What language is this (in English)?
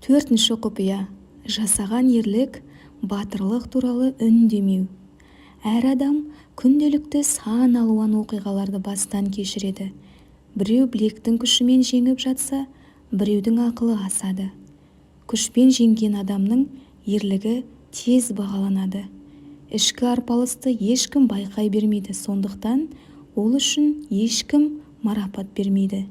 Kazakh